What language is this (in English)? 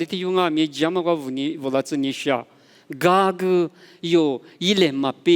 Lisu